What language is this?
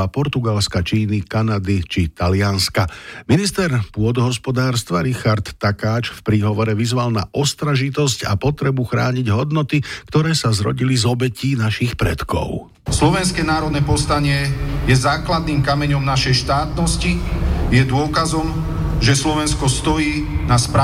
Slovak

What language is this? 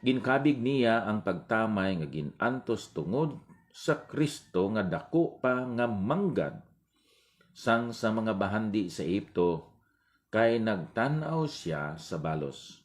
Hiligaynon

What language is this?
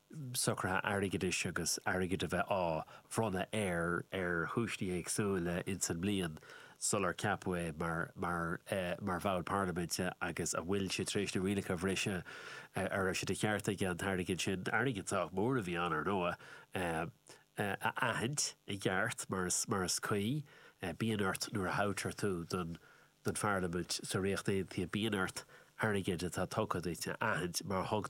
Irish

